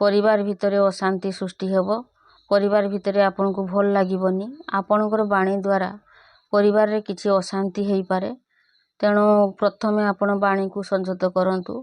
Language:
Odia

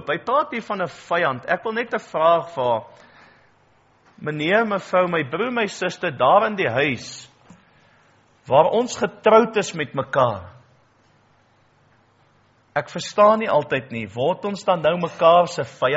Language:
Afrikaans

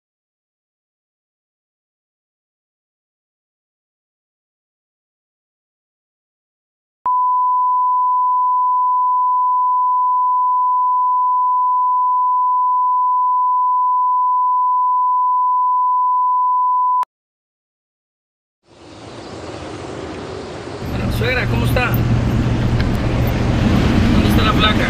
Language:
Spanish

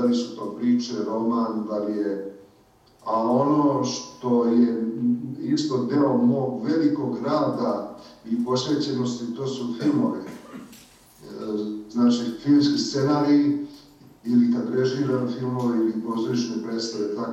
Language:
Serbian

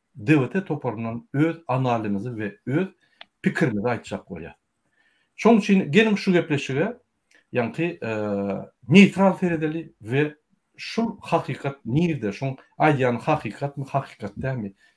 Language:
Turkmen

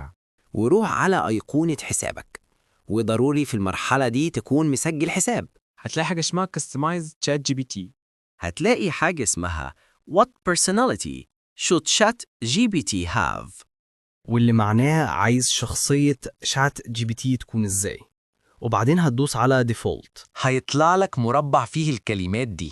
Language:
Egyptian Arabic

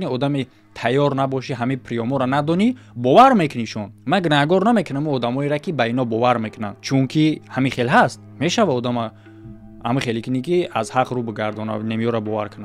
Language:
Tajik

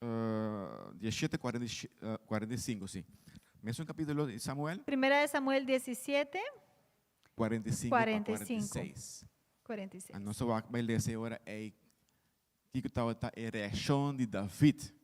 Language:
Papiamento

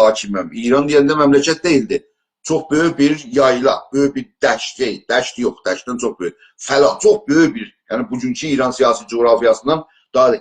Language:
South Azerbaijani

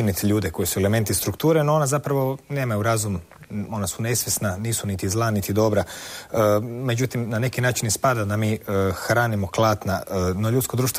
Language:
Croatian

